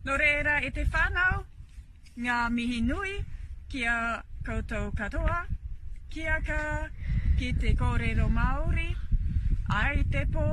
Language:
Māori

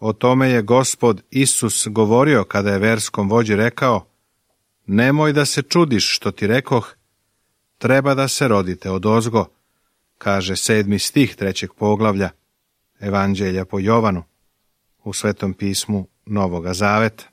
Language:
Serbian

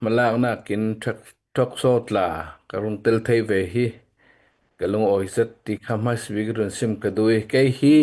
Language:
Hakha Chin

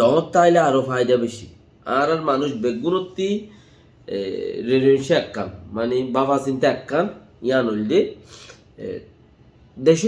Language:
Rohingya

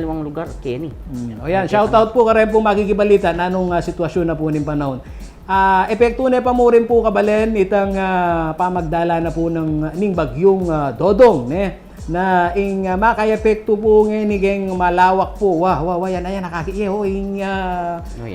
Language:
Pampanga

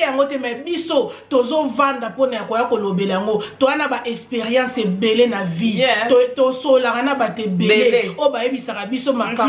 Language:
Lingala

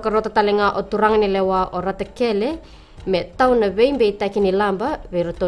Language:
Fijian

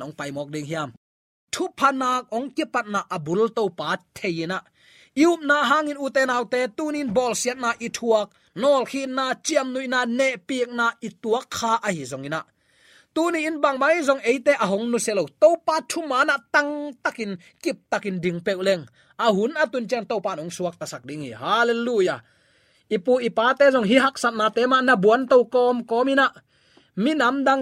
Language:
Tedim Chin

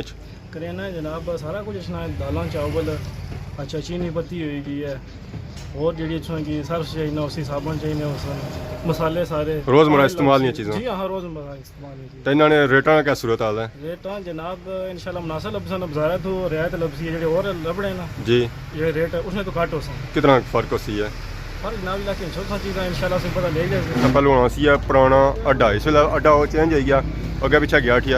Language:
Pahari-Potwari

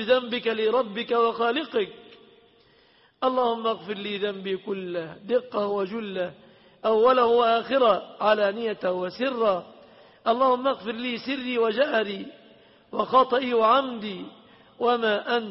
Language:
Arabic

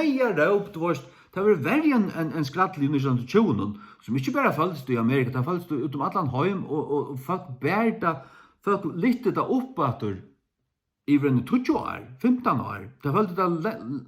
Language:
Faroese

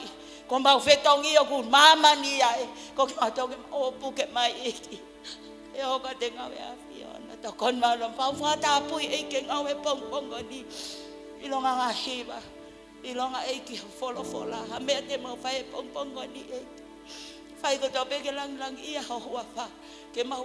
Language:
Tongan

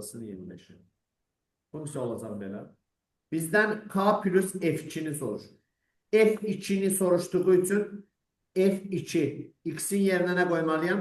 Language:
Azerbaijani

